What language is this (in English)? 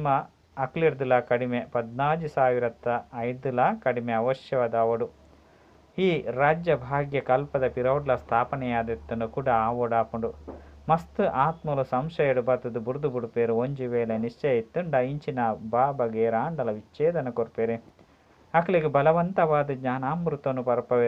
Tulu